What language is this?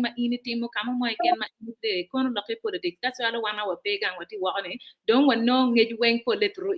Acoli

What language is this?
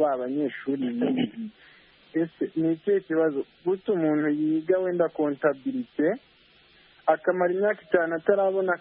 Kinyarwanda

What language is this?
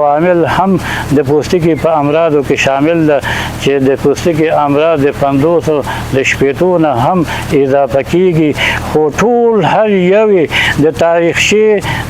Pashto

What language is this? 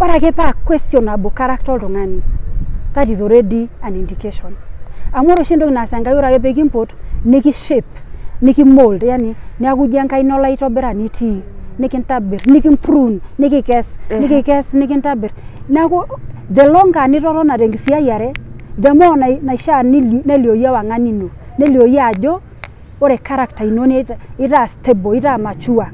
Masai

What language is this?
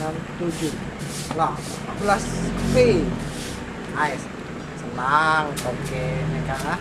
Musi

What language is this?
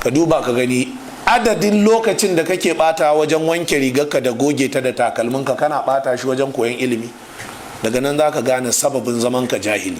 Hausa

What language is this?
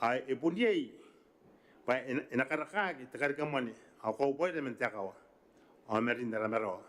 Gilbertese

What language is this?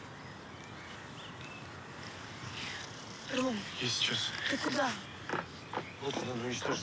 Russian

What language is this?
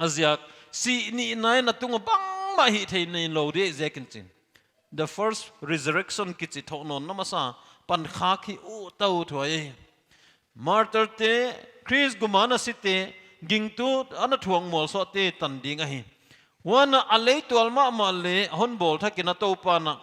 Paite Chin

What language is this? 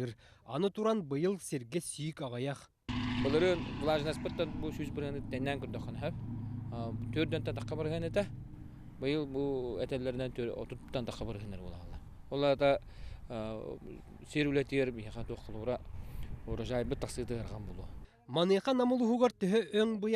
Yakut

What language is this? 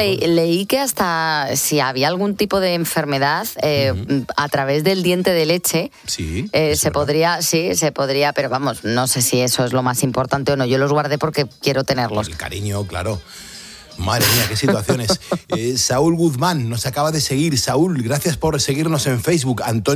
Spanish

